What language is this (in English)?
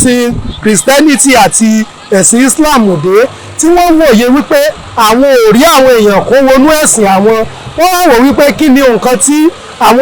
Yoruba